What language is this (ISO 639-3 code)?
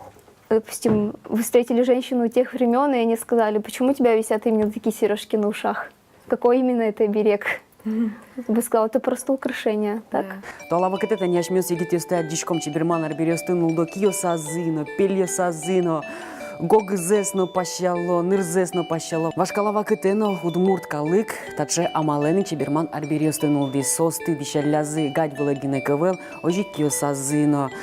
udm